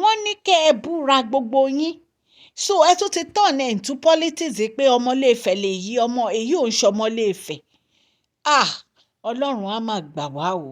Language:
Yoruba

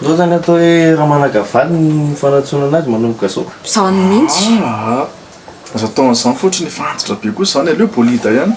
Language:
Malagasy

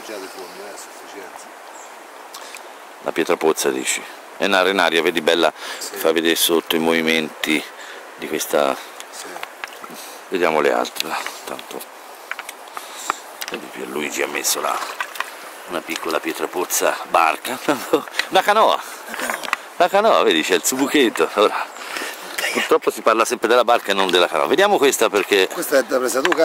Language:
Italian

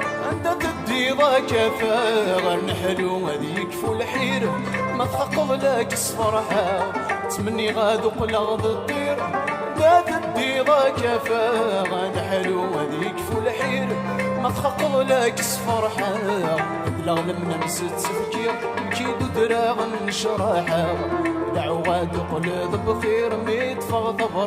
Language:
Kabyle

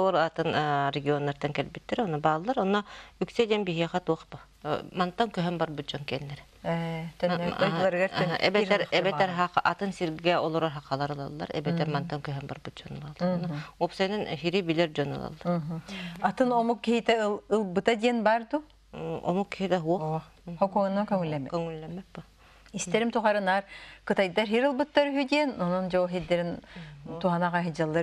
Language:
Yakut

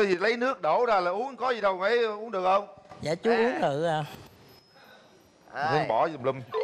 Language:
Vietnamese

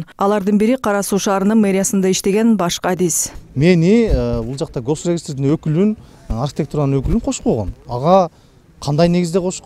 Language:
Kyrgyz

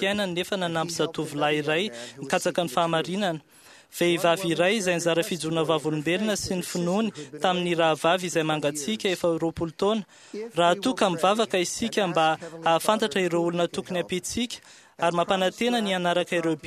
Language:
Malagasy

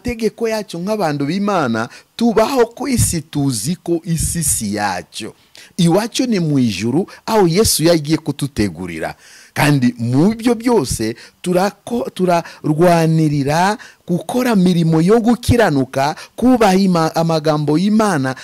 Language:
Kinyarwanda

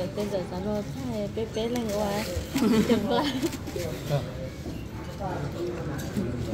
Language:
Vietnamese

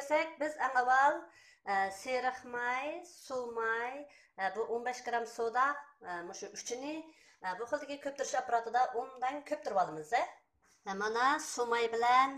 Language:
Uyghur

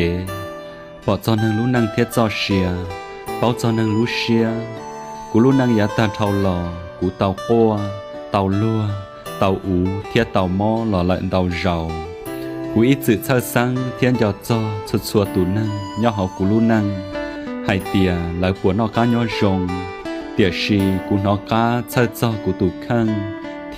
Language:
Hmong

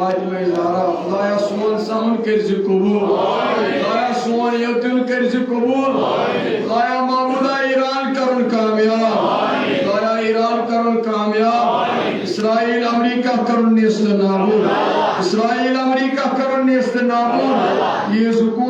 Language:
Kashmiri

